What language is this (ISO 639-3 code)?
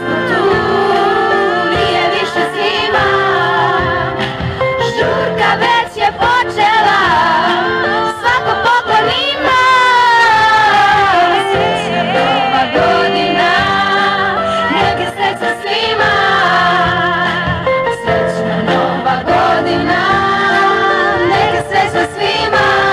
srp